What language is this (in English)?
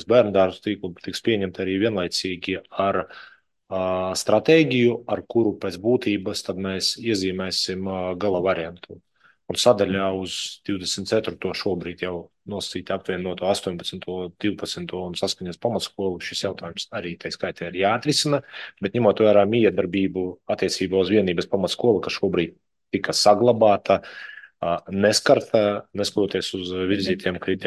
Latvian